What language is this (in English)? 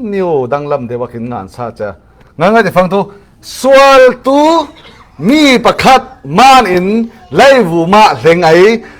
Falam Chin